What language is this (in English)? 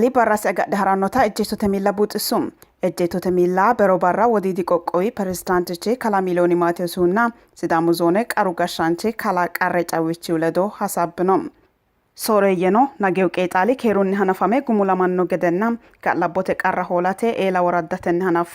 Sidamo